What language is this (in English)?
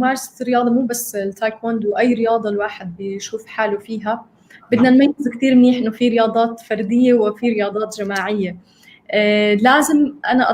North Levantine Arabic